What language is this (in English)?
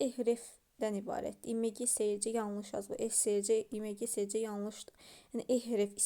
Azerbaijani